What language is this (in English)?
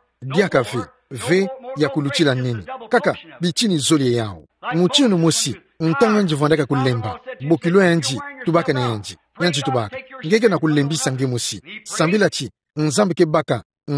Kituba (Democratic Republic of Congo)